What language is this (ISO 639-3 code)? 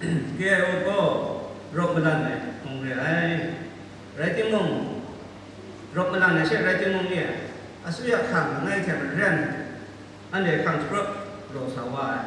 kac